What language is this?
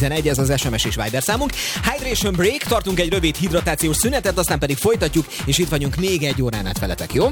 Hungarian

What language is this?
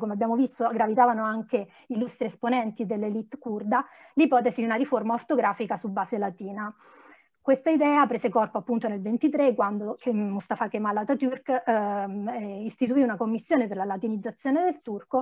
Italian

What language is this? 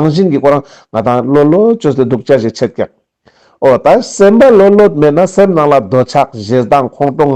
Ladakhi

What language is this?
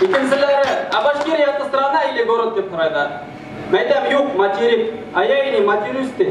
Bashkir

